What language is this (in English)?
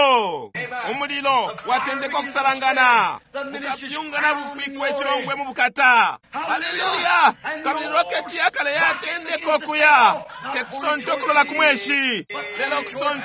Bemba